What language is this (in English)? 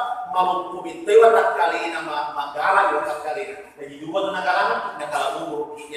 Buginese